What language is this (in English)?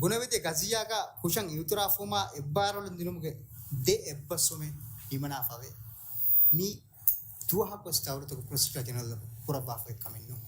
Divehi